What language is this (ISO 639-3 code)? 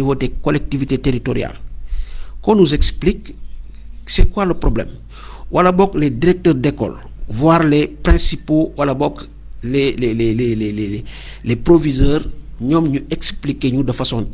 wol